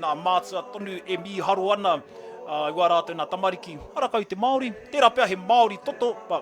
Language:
Māori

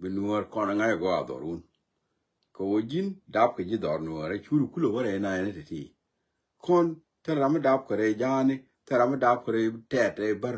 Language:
Nuer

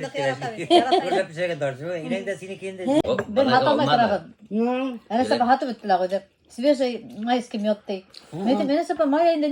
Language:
Bashkir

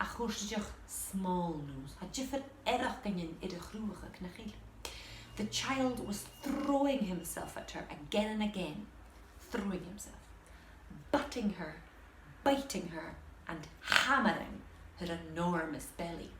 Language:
Scottish Gaelic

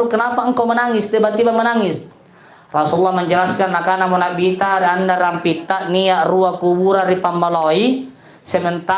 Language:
Makasar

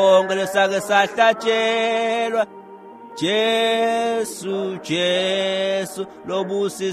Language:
Swati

